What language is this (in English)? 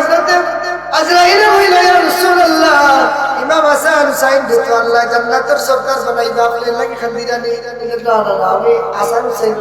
Sylheti